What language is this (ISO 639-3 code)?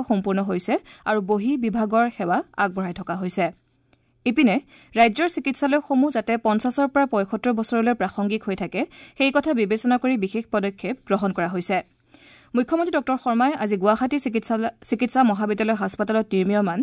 asm